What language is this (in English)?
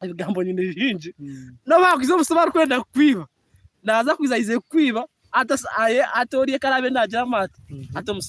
Nyankole